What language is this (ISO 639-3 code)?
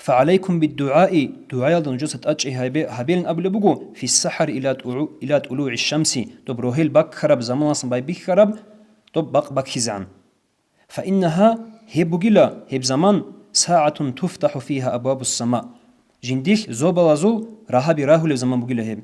ava